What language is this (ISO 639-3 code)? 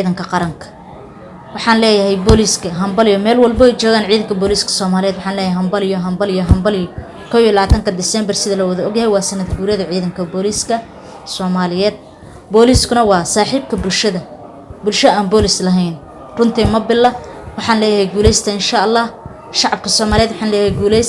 som